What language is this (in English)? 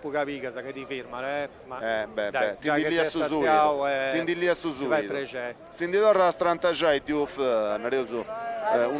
Sardinian